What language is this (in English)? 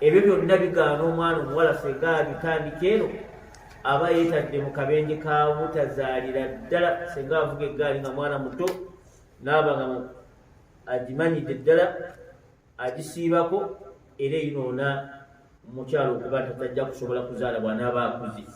Ganda